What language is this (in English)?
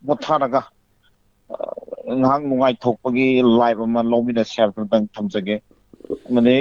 Manipuri